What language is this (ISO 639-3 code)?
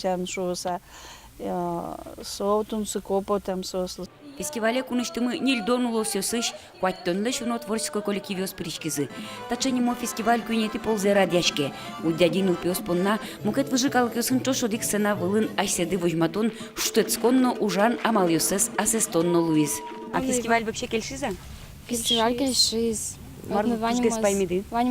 udm